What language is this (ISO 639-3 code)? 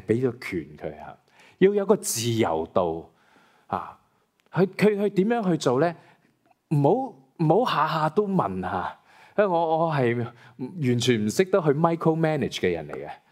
yue